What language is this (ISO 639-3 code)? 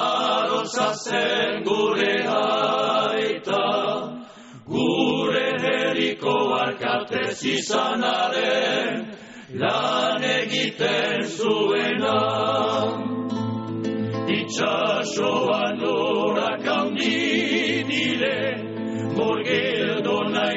eus